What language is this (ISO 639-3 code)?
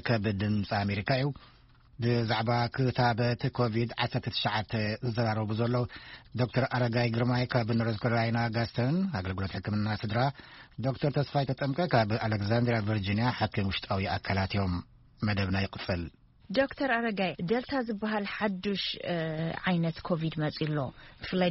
tir